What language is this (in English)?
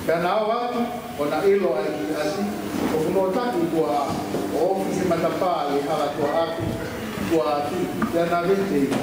Tongan